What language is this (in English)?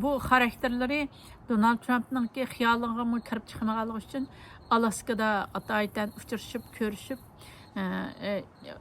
Uyghur